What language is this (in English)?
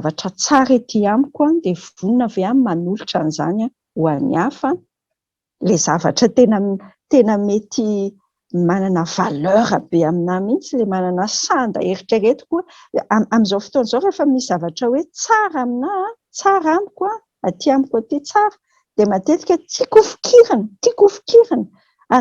Malagasy